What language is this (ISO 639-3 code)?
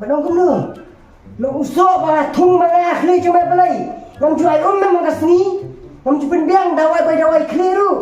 kha